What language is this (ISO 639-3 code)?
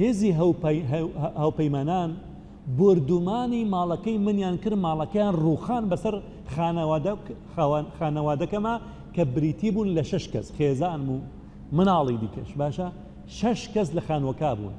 ckb